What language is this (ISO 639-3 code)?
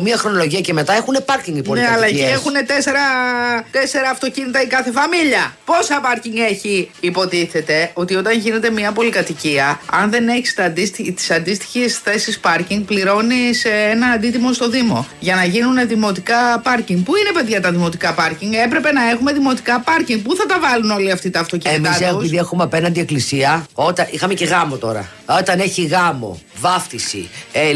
ell